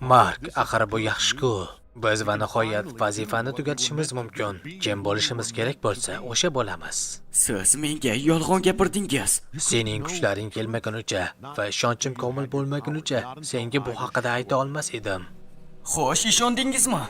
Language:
Uzbek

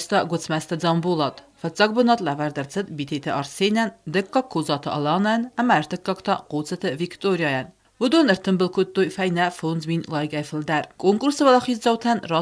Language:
Ossetic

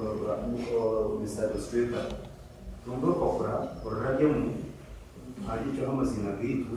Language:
Nyankole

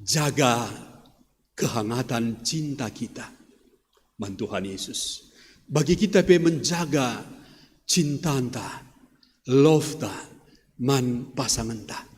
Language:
Batak Karo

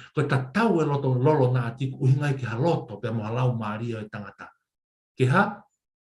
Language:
Tongan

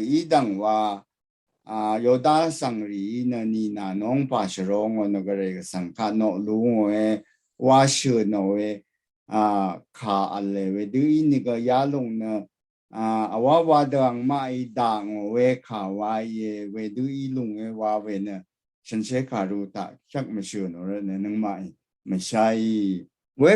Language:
Rawang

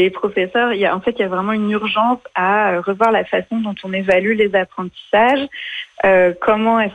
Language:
French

